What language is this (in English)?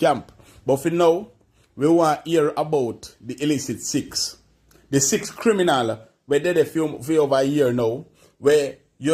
Jamaican Creole English